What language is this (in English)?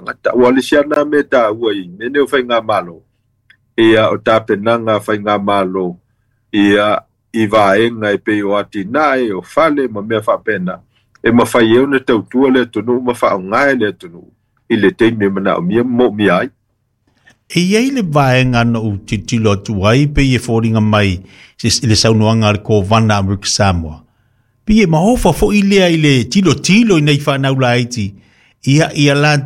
Samoan